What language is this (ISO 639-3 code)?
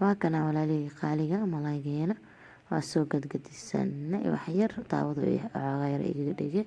som